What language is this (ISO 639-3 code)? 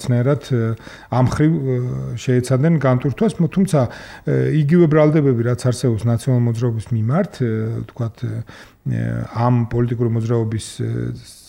kat